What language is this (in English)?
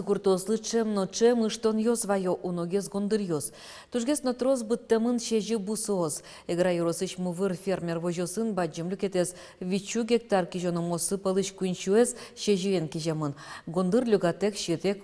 Udmurt